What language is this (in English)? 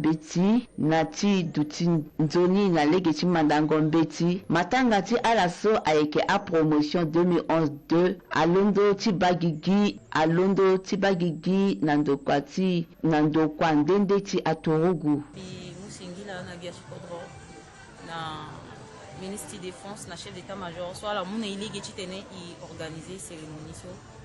Sango